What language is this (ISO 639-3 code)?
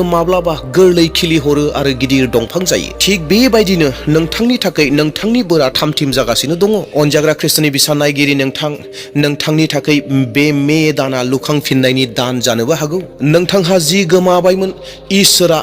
brx